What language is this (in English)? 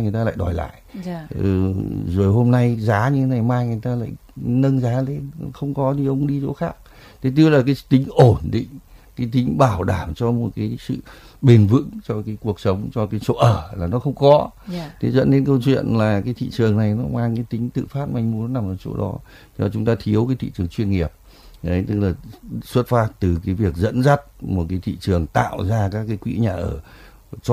Vietnamese